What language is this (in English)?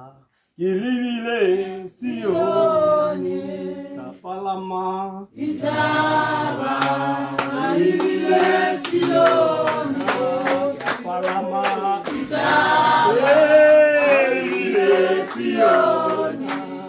Tswana